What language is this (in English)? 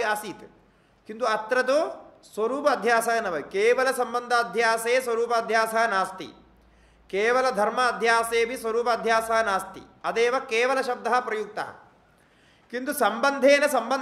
Sanskrit